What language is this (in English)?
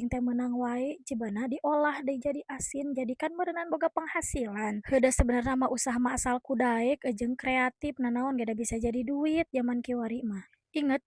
Sundanese